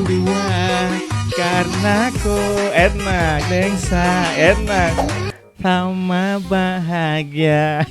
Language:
Ambonese Malay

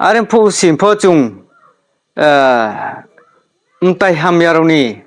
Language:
Riang (India)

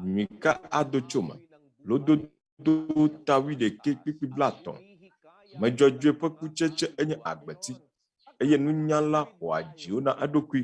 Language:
Ewe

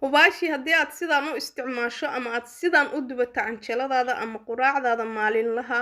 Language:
Somali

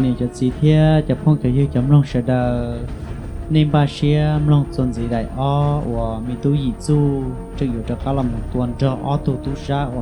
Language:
Hmong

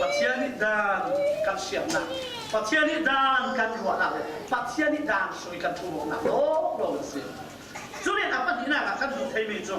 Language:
Falam Chin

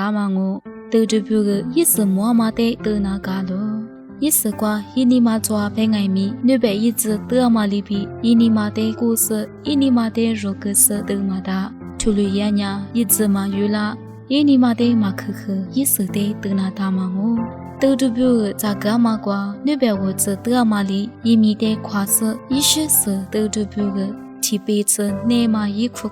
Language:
Lisu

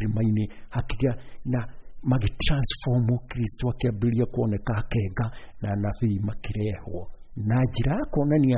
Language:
Kikuyu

